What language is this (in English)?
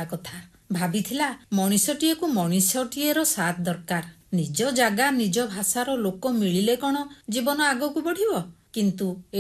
Odia